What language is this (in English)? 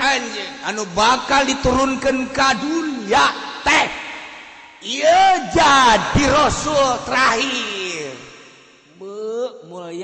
Sundanese